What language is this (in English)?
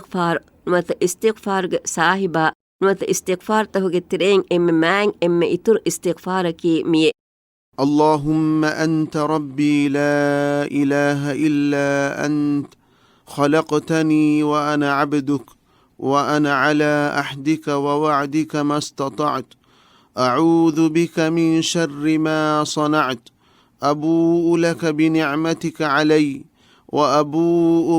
Divehi